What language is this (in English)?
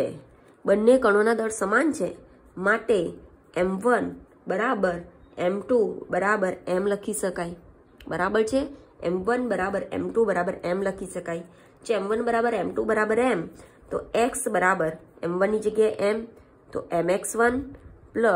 Gujarati